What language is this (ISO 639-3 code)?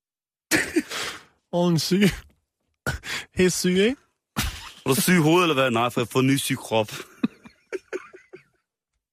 dan